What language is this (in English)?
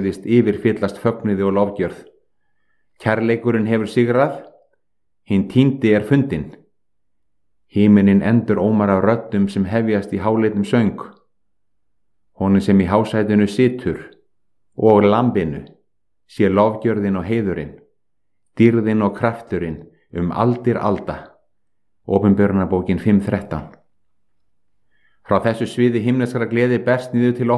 Icelandic